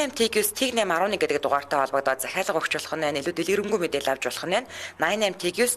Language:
Mongolian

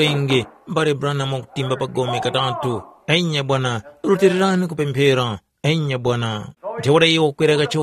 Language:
Tumbuka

